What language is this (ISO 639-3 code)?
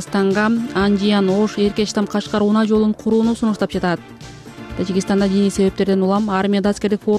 kir